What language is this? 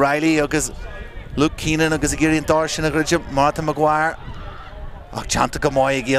Irish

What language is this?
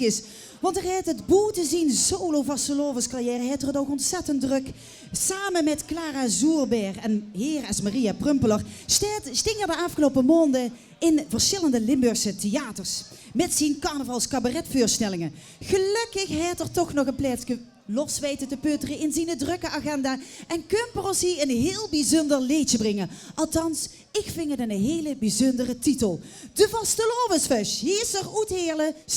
Limburgish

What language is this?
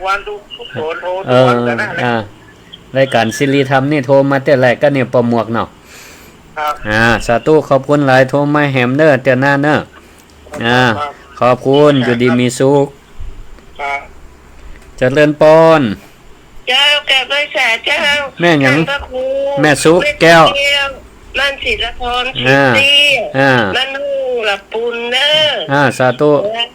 Northern Thai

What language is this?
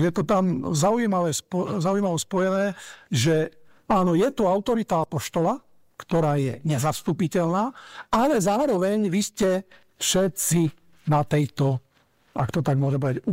Slovak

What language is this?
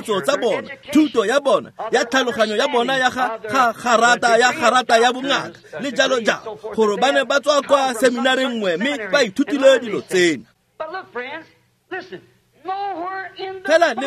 Tswana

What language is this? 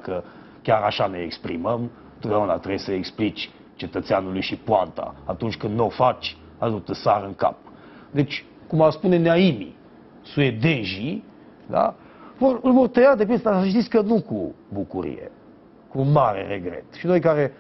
Romanian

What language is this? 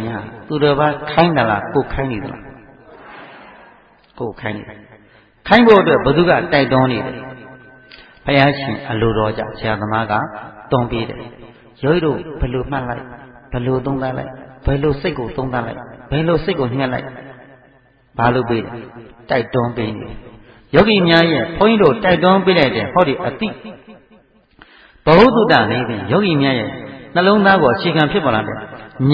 Burmese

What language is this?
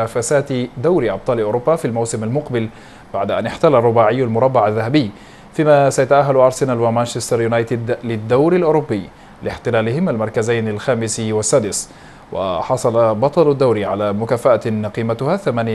Arabic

